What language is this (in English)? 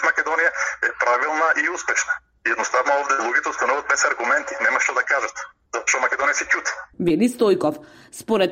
Macedonian